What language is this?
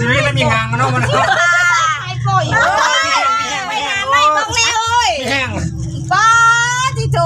Lao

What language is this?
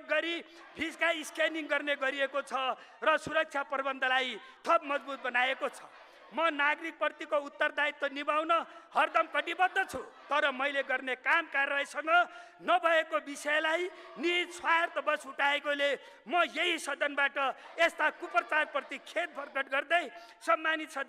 Nepali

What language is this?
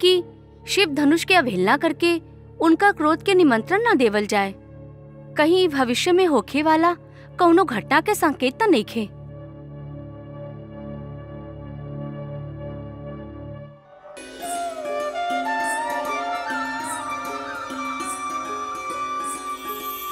Bhojpuri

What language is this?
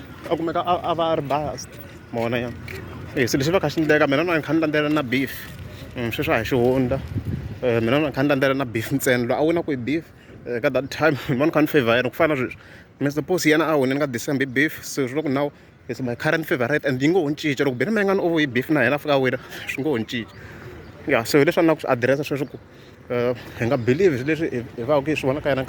Tsonga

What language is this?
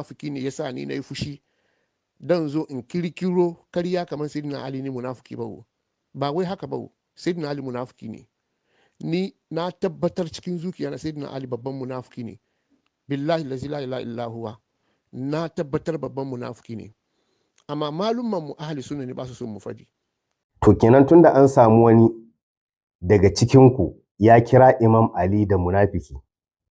Hausa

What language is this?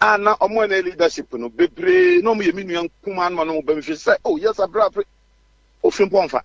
Akan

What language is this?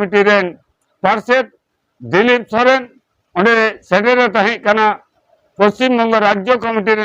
Santali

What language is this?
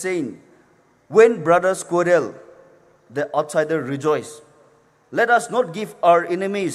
Poumei Naga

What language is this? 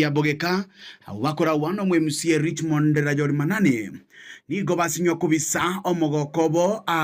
Gusii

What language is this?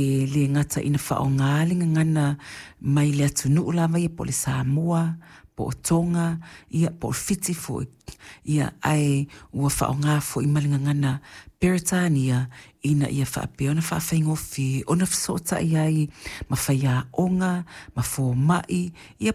Samoan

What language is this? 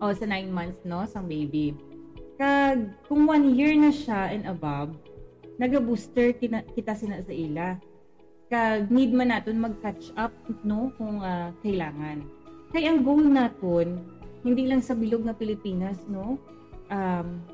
Hiligaynon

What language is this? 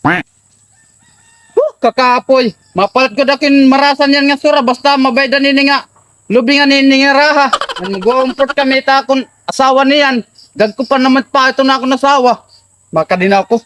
Waray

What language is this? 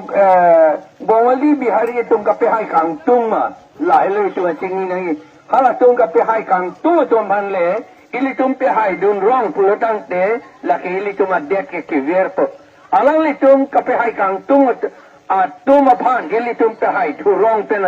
Karbi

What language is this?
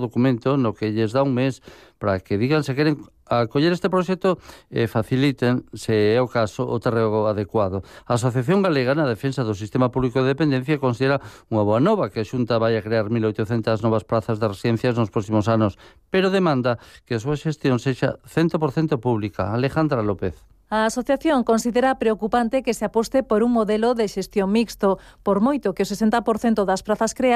Galician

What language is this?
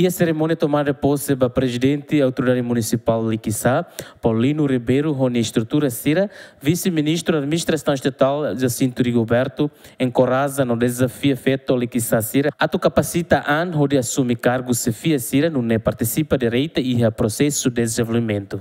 Tetum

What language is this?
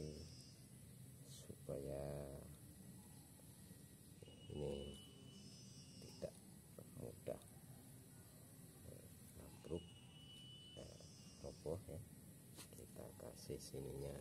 Indonesian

